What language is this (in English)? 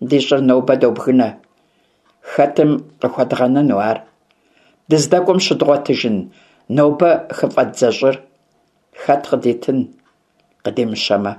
Kabardian